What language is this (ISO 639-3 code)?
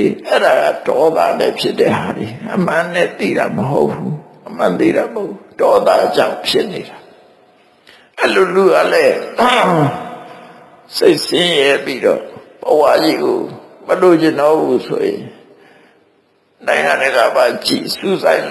mya